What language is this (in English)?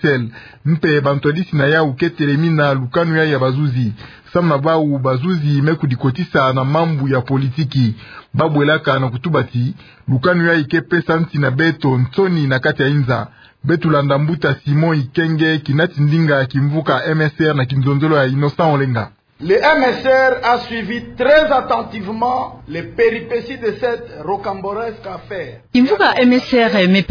Kituba (Democratic Republic of Congo)